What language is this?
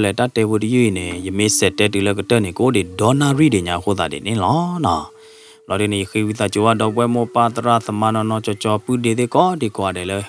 S'gaw Karen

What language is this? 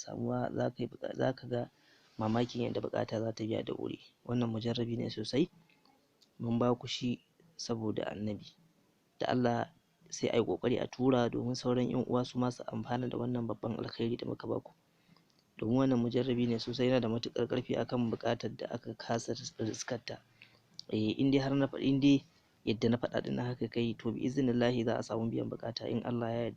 Hausa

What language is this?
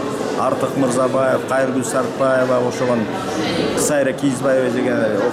Kyrgyz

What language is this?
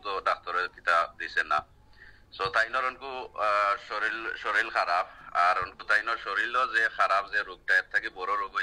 Sylheti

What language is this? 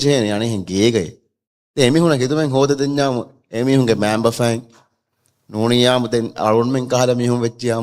Divehi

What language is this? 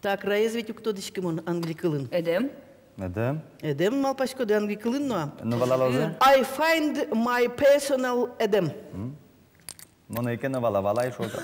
Udmurt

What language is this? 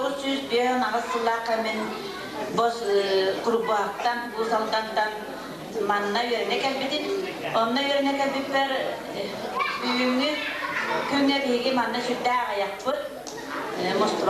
Yakut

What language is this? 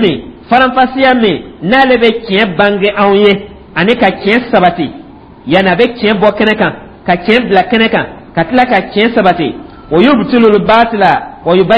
Dyula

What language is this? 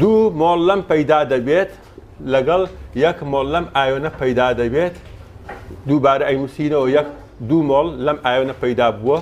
Central Kurdish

